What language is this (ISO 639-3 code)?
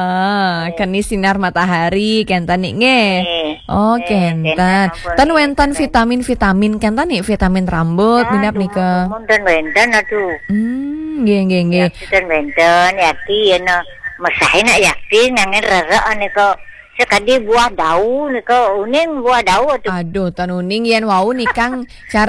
ban